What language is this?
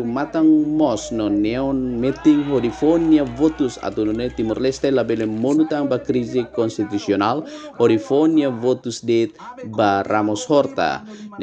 Tetum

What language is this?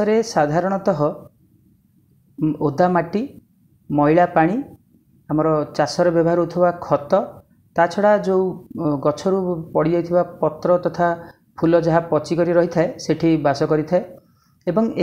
Odia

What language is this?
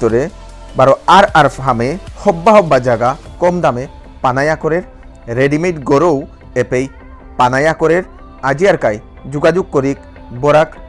Bishnupriya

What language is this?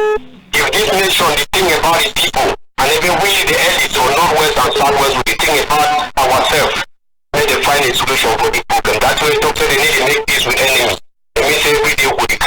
Cameroon Pidgin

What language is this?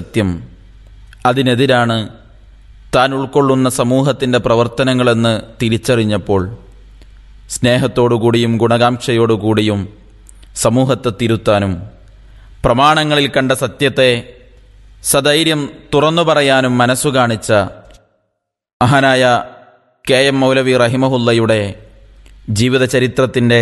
Malayalam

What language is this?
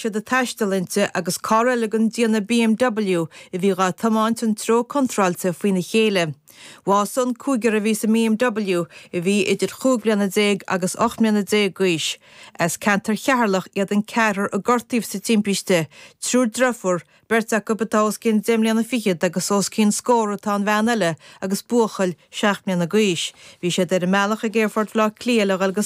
Irish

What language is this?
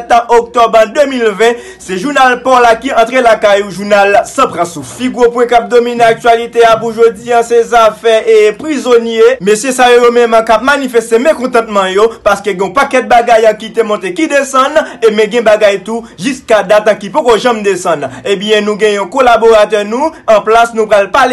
Haitian Creole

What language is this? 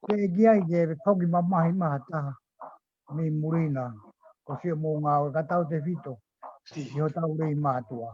Tongan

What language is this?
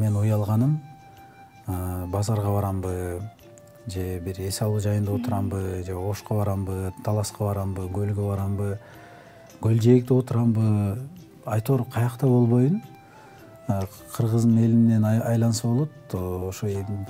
Kyrgyz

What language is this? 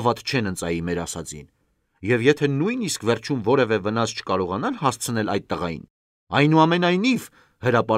Armenian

